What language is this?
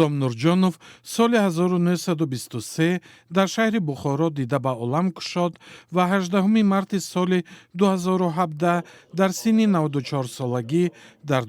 Tajik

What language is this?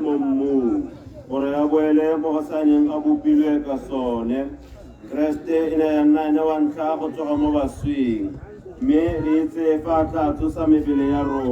Tswana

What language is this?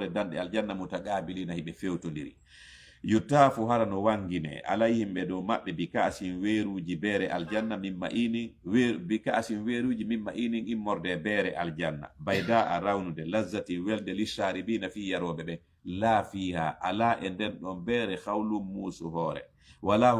Fula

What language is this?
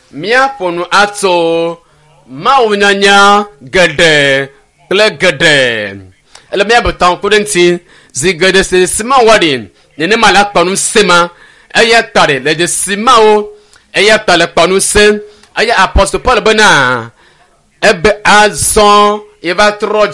Ewe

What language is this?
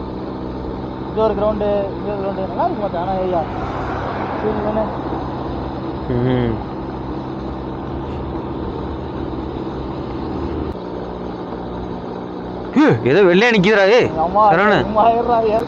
Tamil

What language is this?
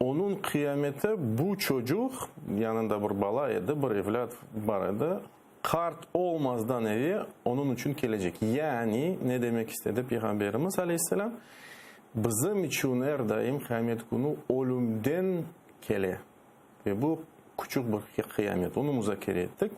Crimean Tatar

